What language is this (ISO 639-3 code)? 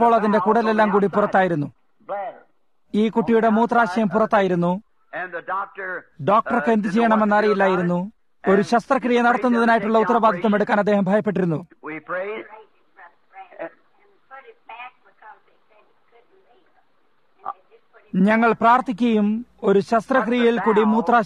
mal